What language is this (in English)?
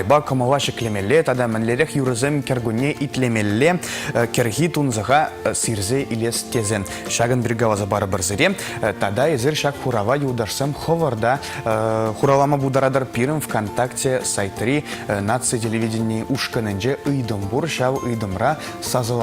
Chuvash